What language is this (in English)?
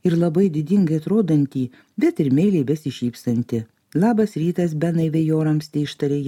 Lithuanian